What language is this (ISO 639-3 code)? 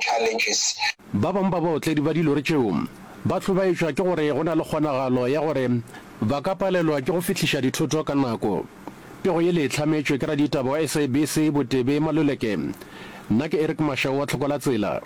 nso